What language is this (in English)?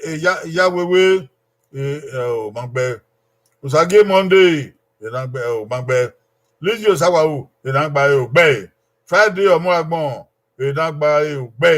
Bini